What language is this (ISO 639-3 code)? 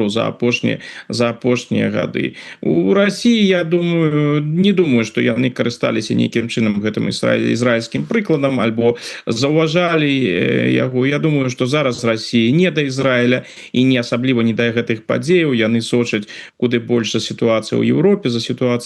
bel